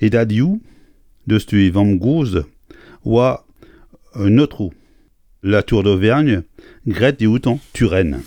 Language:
Breton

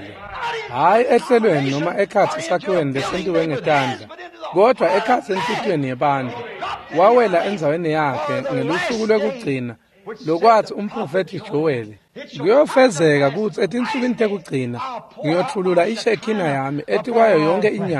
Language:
Swati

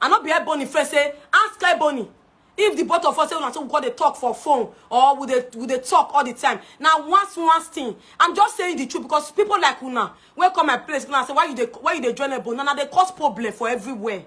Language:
Nigerian Pidgin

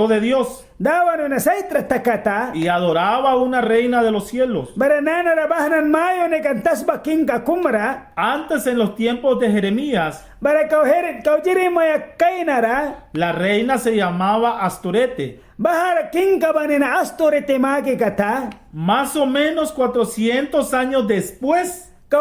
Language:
Mískito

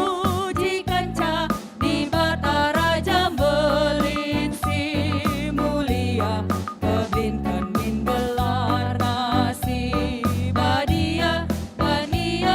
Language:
Batak Karo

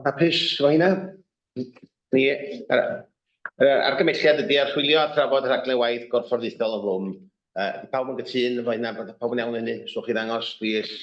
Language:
Welsh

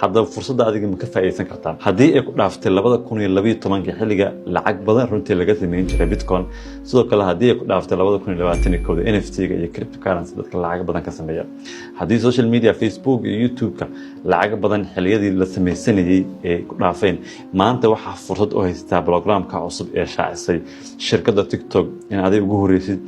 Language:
Somali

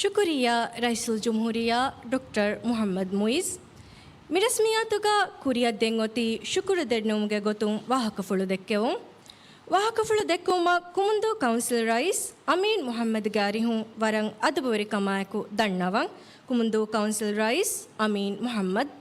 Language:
Divehi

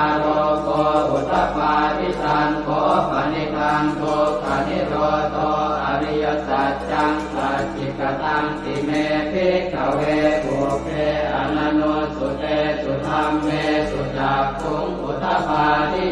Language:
Pali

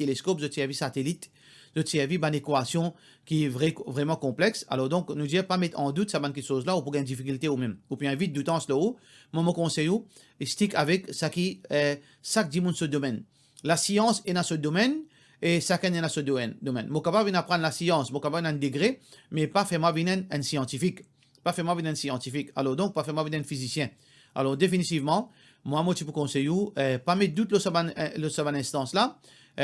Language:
Morisyen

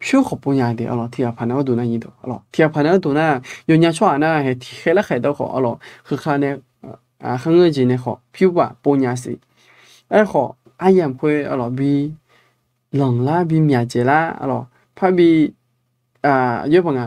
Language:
Akha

